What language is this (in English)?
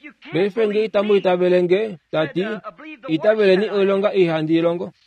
Kuanyama